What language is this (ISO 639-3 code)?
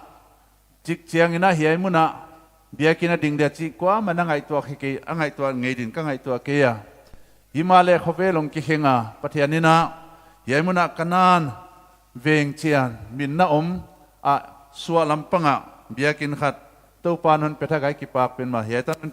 pck